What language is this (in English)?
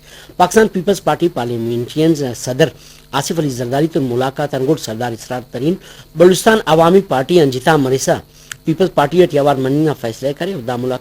Brahui